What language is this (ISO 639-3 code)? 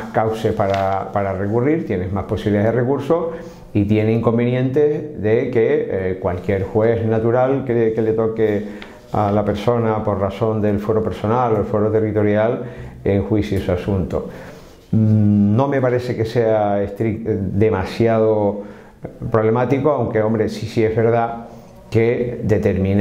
spa